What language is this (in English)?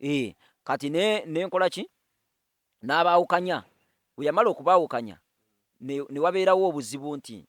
Ganda